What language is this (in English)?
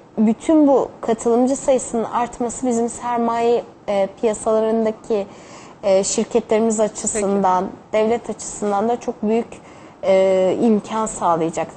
Turkish